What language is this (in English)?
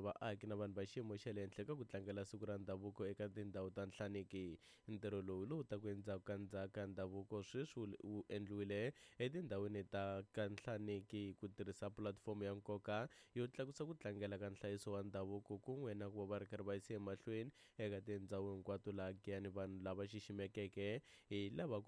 Tsonga